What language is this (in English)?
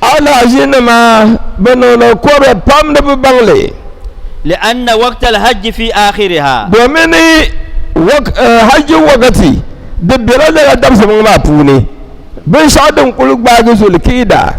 Dagbani